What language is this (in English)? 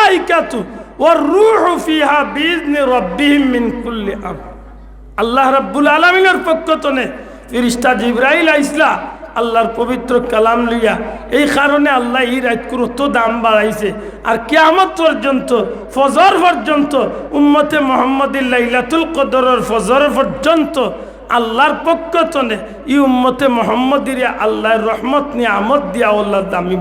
Sylheti